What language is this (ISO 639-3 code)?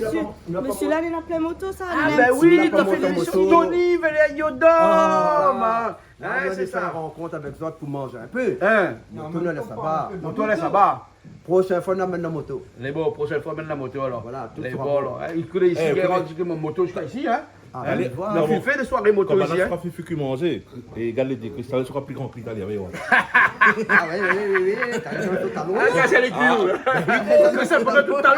rcf